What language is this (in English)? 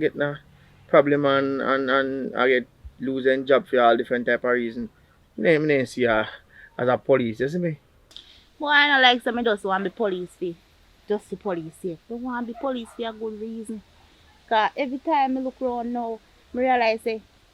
Jamaican Creole English